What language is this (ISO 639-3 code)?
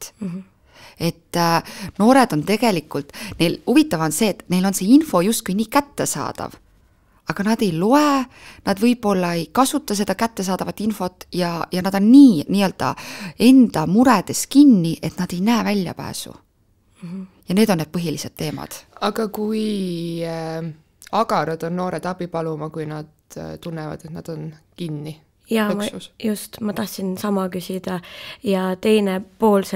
est